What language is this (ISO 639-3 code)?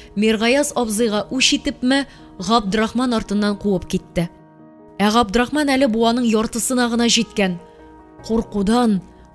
tat